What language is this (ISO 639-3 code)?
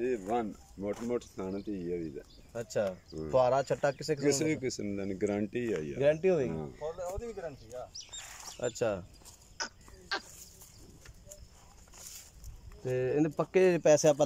pan